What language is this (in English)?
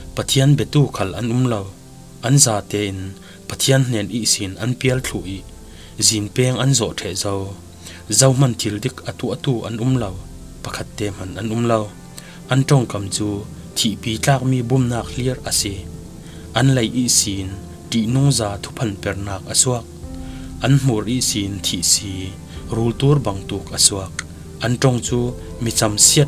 Falam Chin